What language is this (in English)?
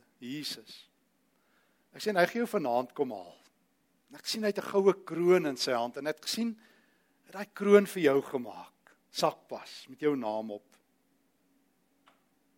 Afrikaans